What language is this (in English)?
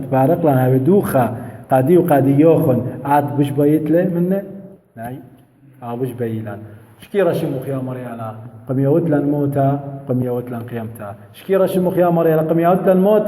Assyrian Neo-Aramaic